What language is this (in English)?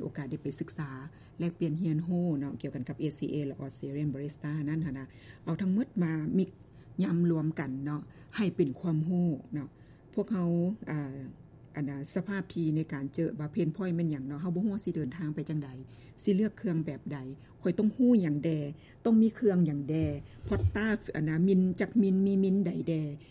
Lao